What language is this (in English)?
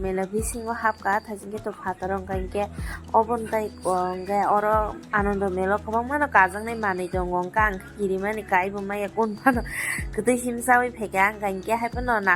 Kok Borok